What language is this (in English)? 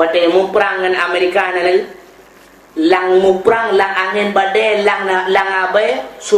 Achinese